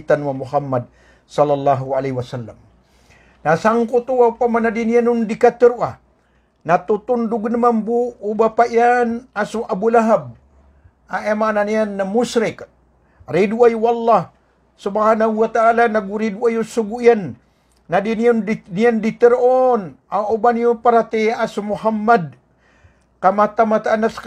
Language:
Maranao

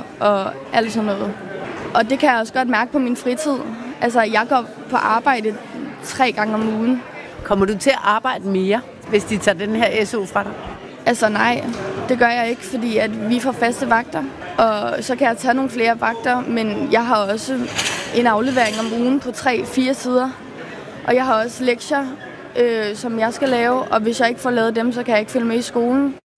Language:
Danish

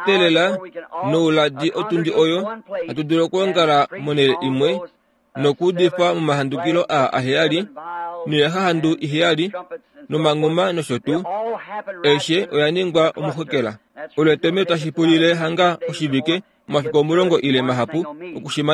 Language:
Kuanyama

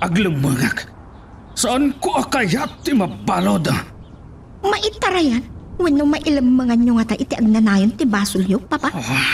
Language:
Iloko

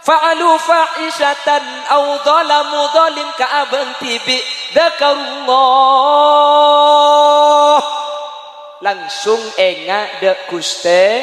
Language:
Madurese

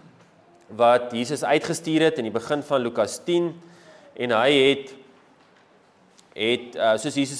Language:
Afrikaans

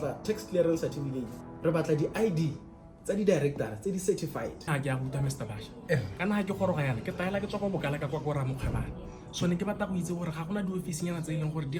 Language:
Tswana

